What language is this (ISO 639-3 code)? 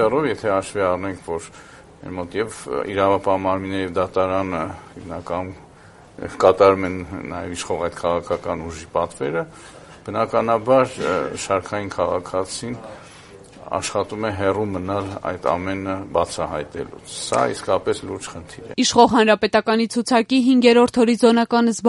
hye